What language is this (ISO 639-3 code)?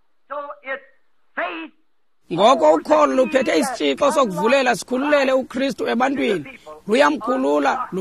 xho